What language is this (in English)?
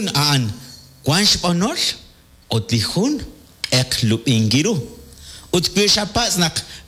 Kekchí